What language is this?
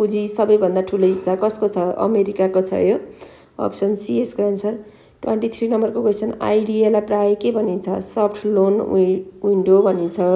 Nepali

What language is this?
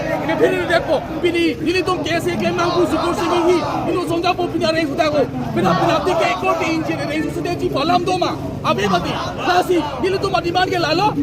Karbi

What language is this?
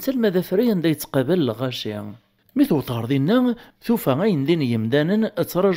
Kabyle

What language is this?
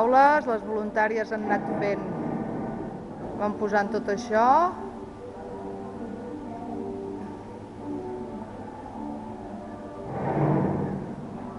Catalan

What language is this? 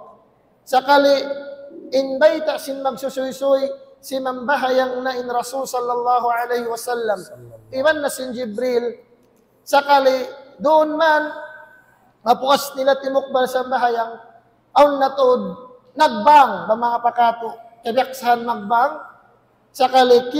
Tausug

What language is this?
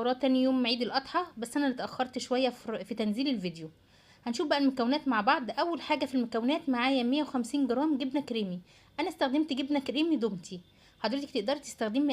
Egyptian Arabic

